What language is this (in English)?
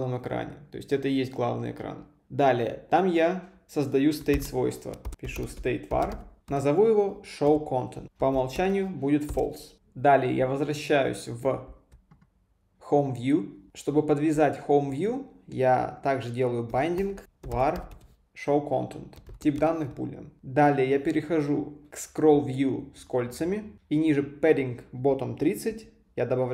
Russian